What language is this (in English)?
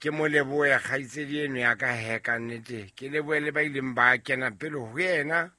Southern Sotho